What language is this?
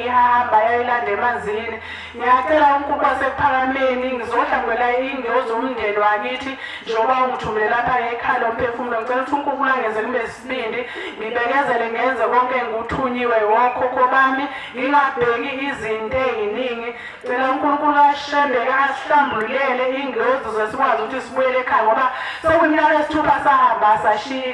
Zulu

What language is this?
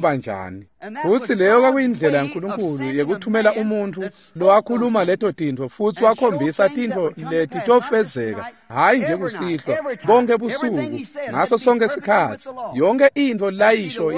Swati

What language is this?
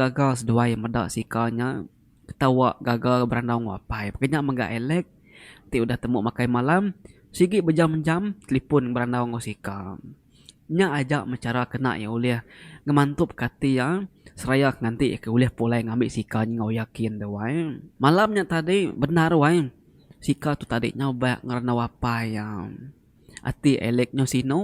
Iban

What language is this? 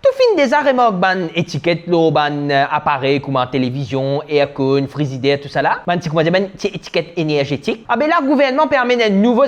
Morisyen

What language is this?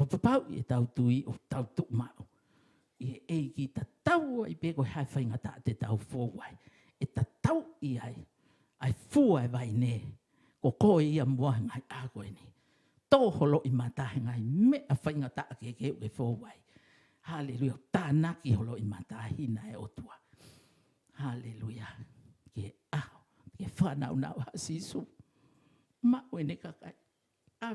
Tongan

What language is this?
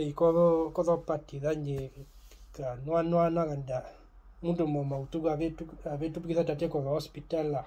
Herero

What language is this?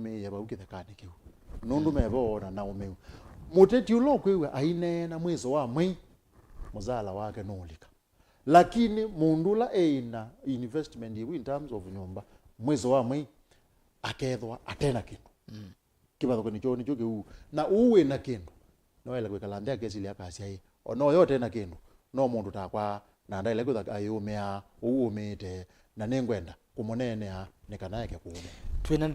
Kamba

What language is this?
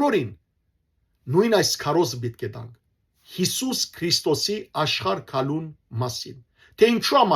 Western Armenian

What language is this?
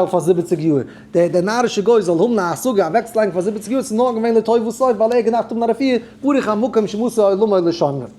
Yiddish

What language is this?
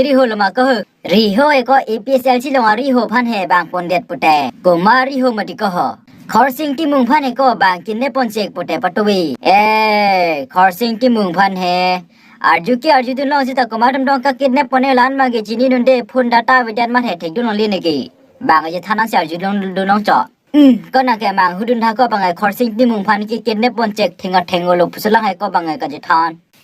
Karbi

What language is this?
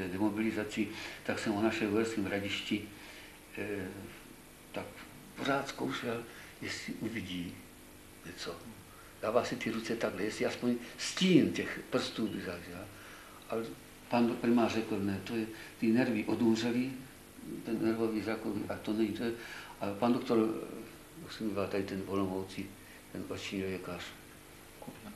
Czech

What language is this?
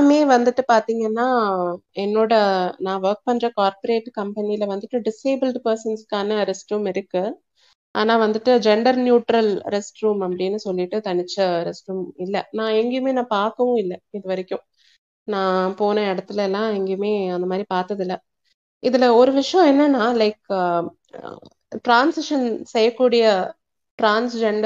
Tamil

